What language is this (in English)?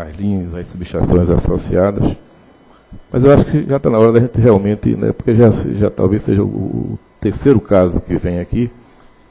Portuguese